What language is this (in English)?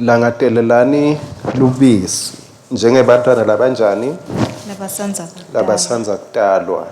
Swati